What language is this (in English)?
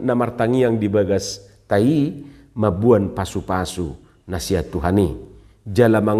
Batak Toba